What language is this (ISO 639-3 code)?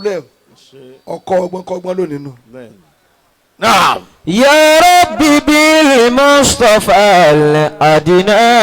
yor